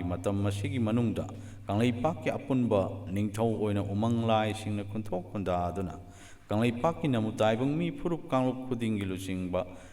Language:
Manipuri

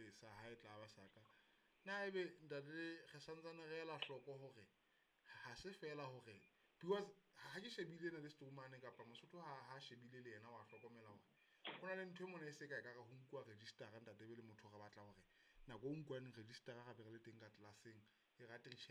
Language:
Southern Sotho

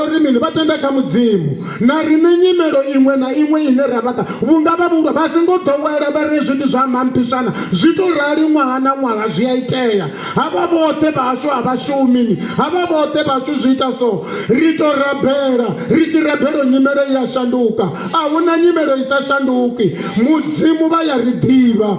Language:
Venda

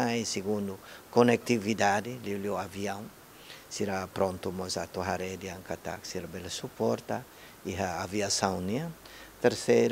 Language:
Tetum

